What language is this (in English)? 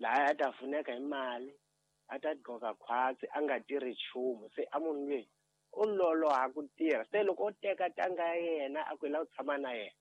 Tsonga